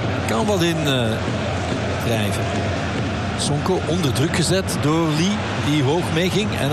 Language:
Dutch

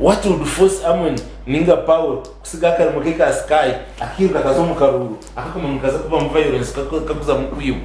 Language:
Nyankole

